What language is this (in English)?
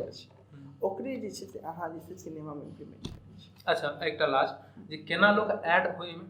Maithili